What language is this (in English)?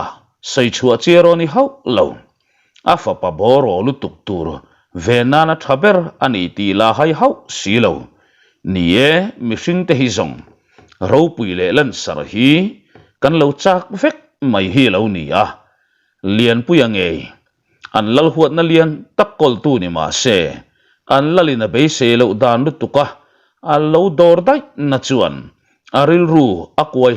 Mizo